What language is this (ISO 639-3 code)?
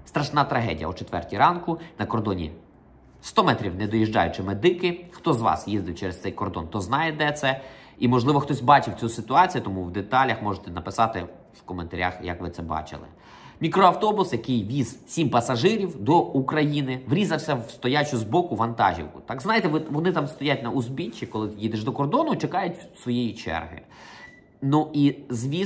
ukr